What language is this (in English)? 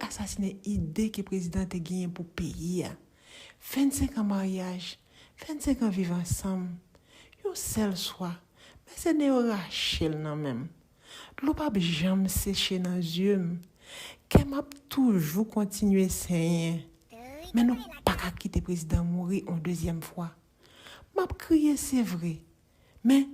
Haitian Creole